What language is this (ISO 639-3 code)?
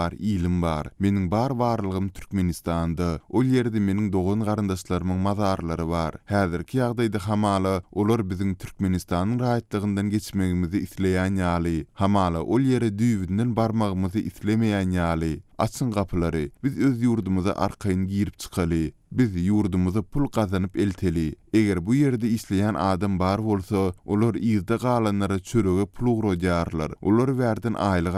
tuk